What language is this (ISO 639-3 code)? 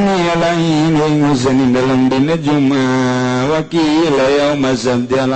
sun